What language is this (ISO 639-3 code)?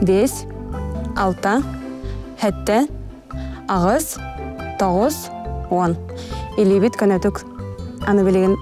sah